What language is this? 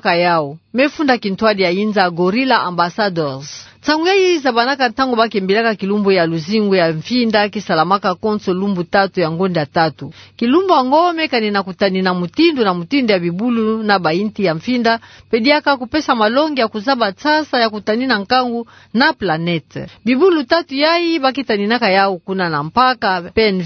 Kituba (Democratic Republic of Congo)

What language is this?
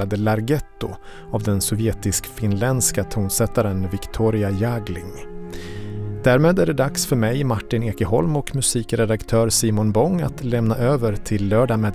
Swedish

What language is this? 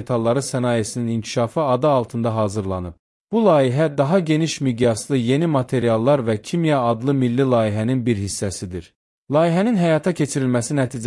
Azerbaijani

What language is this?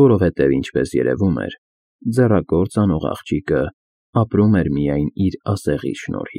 Armenian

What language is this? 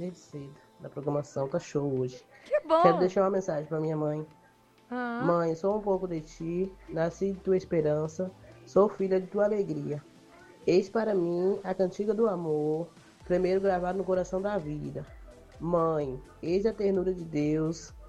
Portuguese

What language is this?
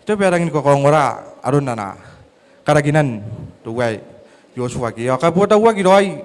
Gilbertese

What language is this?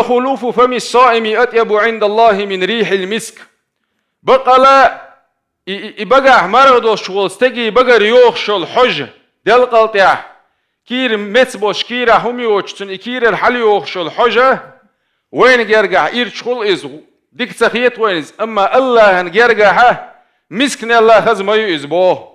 Chechen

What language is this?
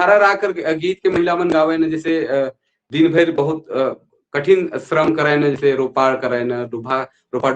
Sadri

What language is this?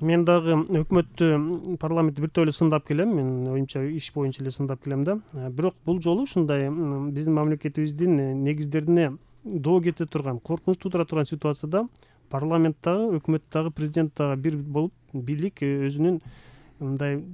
Kyrgyz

